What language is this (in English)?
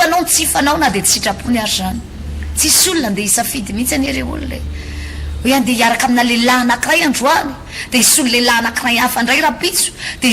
Malagasy